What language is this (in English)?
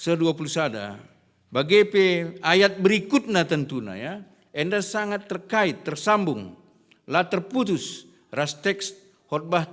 Batak Karo